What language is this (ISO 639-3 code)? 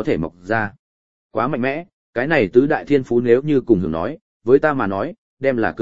vie